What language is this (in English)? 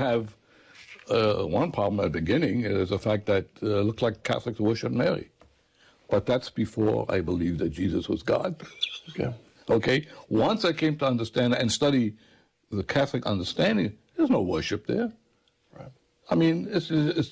English